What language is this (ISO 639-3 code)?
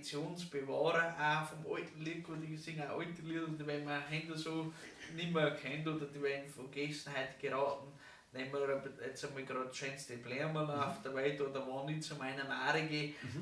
bar